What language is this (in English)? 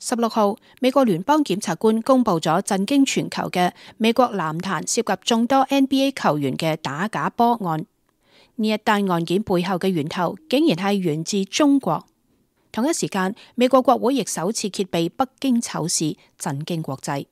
Cantonese